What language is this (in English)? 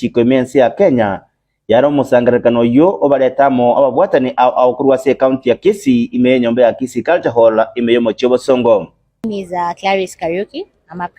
Gusii